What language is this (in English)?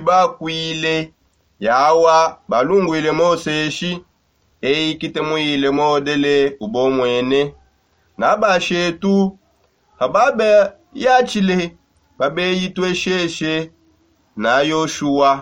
Songe